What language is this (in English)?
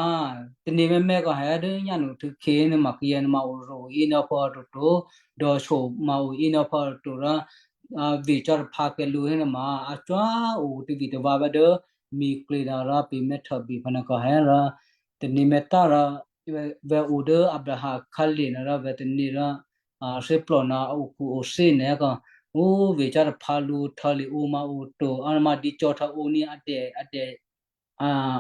Western Kayah